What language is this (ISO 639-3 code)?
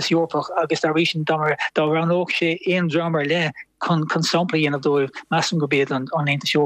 gle